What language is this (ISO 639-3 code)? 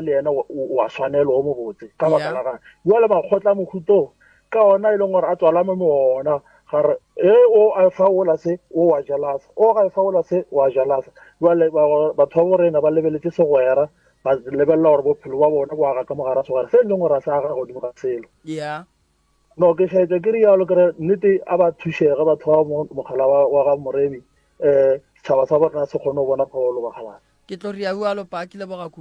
nso